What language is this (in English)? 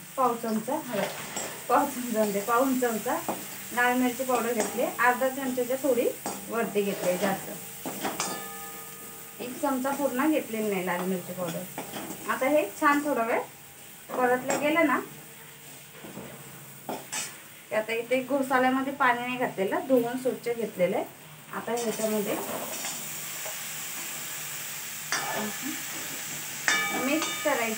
Marathi